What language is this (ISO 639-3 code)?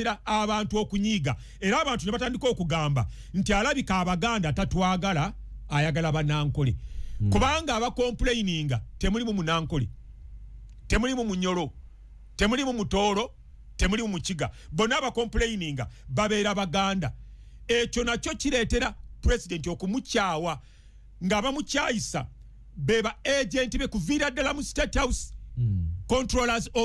lug